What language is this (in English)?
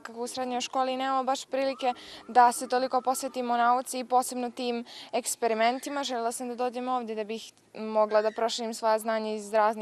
Bosnian